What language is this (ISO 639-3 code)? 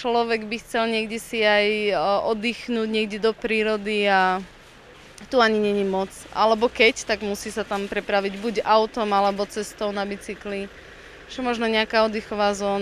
slk